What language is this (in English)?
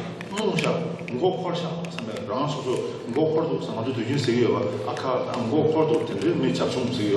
Tibetan